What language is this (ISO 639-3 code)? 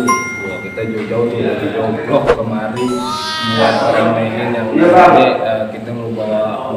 bew